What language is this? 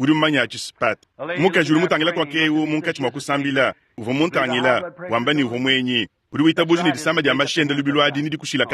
Luba-Lulua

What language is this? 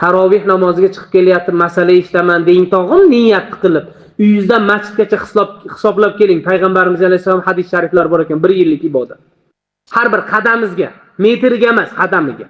Uzbek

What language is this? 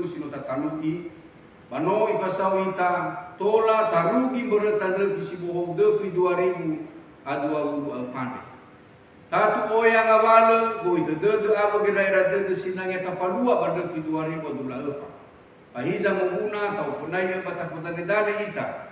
Nias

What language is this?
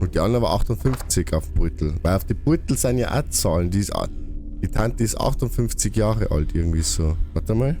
Bavarian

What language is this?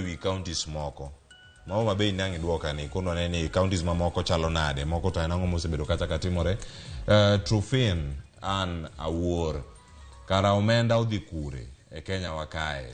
Luo (Kenya and Tanzania)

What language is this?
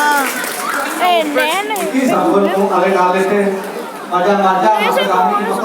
Balinese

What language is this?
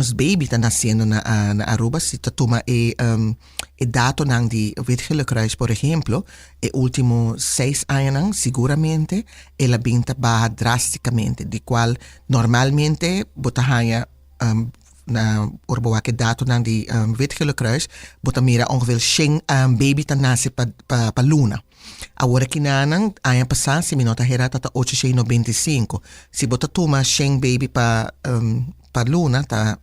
Papiamento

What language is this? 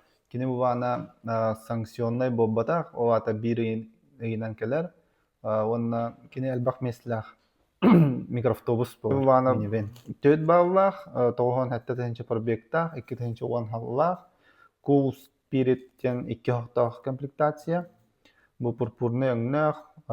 Yakut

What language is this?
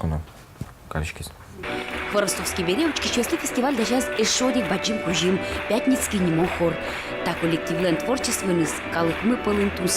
Udmurt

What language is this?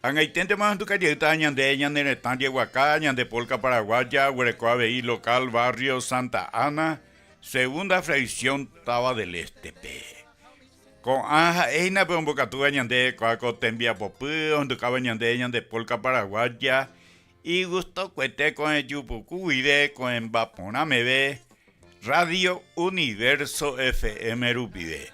Guarani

